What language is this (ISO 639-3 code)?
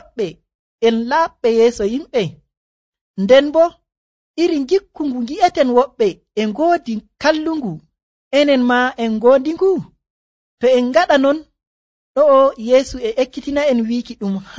fuv